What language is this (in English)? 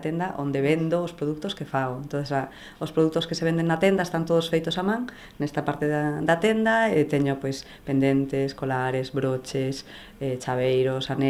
Galician